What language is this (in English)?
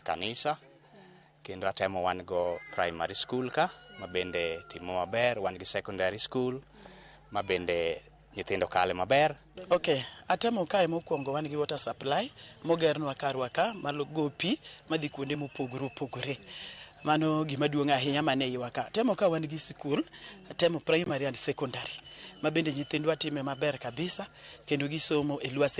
Luo (Kenya and Tanzania)